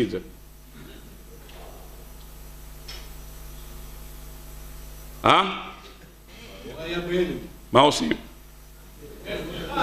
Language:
Hebrew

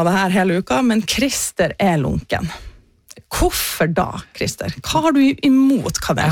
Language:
Norwegian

